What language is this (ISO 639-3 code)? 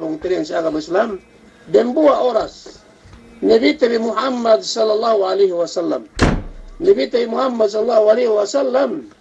yka